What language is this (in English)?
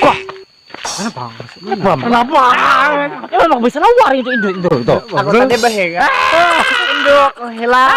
Banjar